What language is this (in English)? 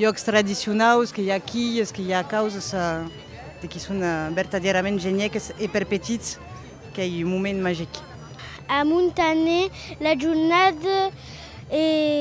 Occitan